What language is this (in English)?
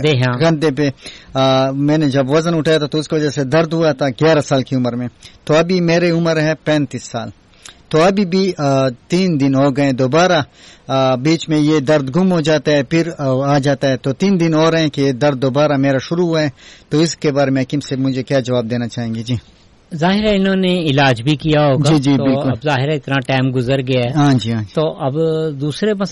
Urdu